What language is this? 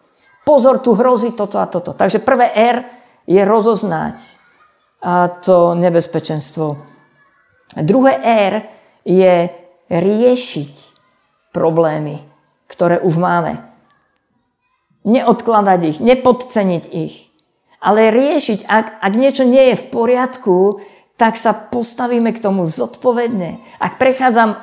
Slovak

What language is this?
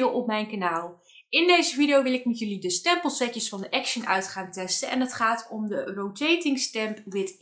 Dutch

